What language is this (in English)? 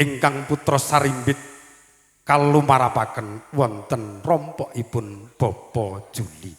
Javanese